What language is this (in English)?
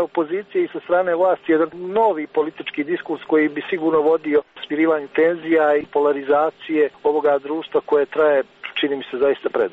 Serbian